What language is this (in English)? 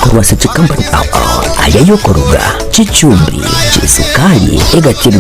Gusii